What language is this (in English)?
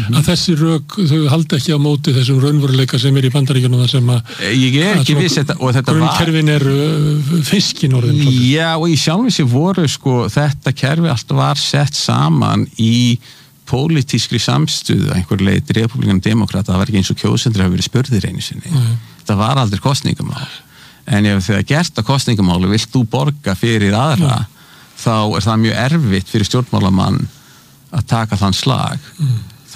Icelandic